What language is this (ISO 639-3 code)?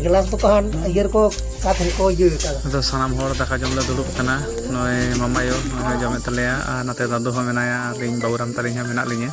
sat